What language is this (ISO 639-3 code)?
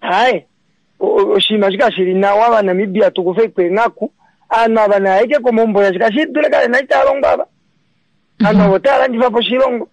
kua